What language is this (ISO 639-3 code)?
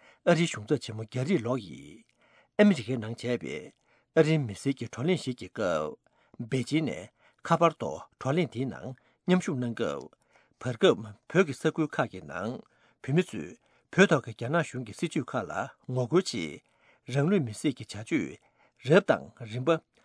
bod